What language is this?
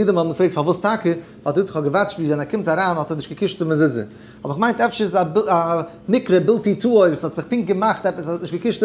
Yiddish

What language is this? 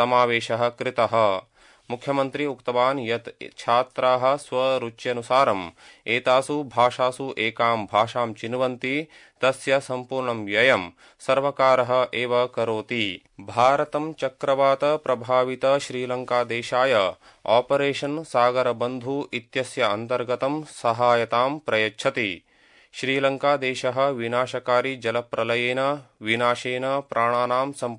Sanskrit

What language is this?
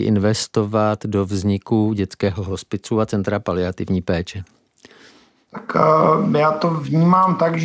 Czech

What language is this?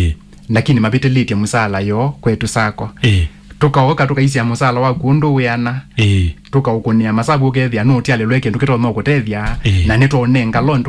Kamba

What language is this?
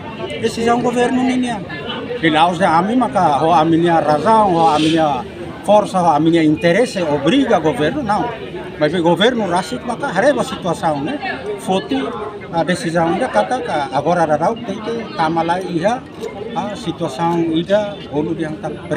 Tetum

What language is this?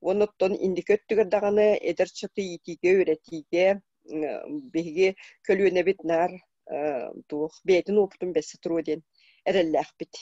Yakut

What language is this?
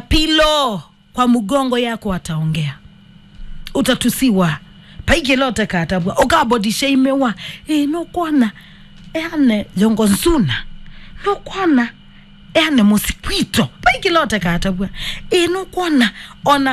Kamba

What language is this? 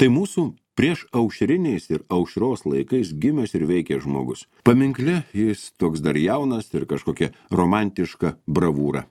Lithuanian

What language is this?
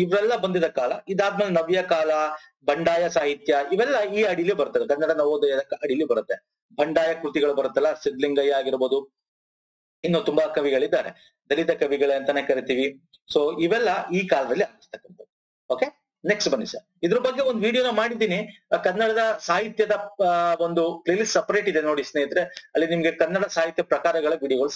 Kannada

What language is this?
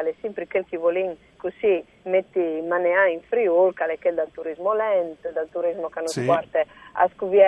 Friulian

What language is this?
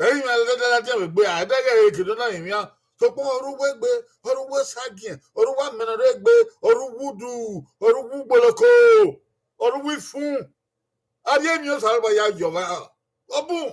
Bini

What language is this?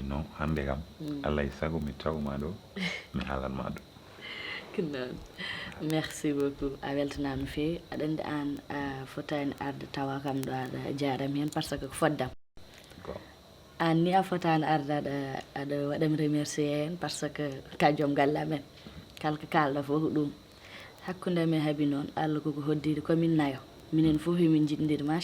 Fula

